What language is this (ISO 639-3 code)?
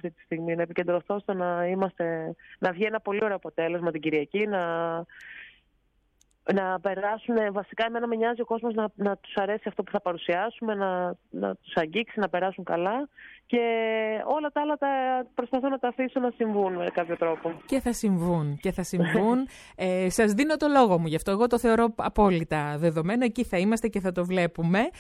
ell